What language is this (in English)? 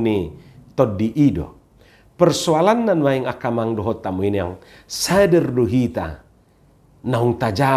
Batak Toba